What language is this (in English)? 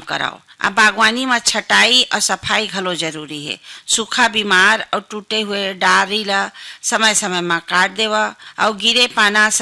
Chhattisgarhi